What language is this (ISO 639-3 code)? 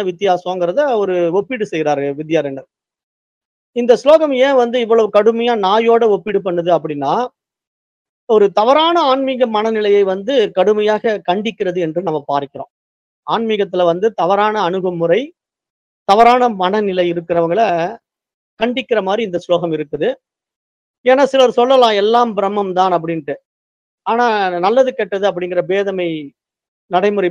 tam